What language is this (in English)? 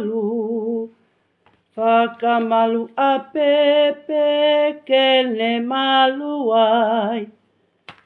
Tongan